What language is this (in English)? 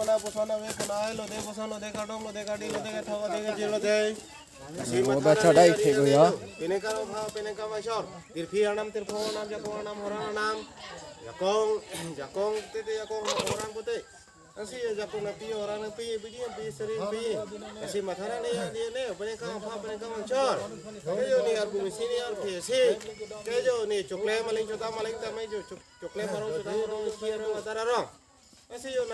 Karbi